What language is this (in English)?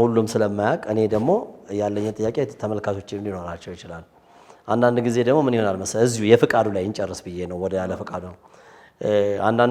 Amharic